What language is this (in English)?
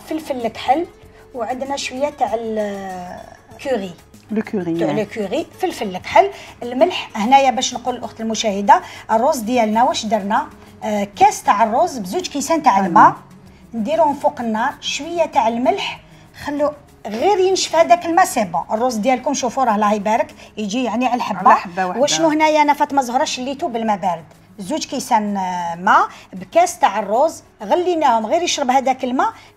Algerian Arabic